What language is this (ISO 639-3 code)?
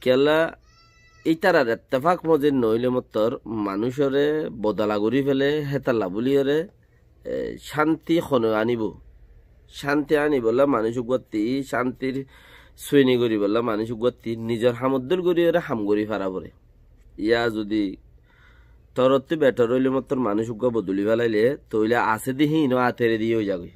rhg